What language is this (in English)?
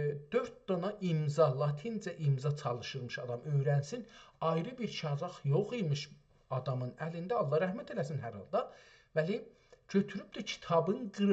South Azerbaijani